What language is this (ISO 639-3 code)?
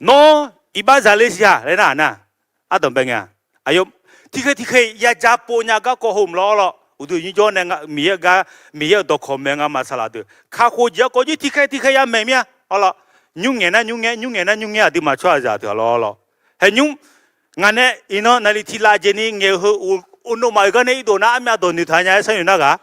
ahk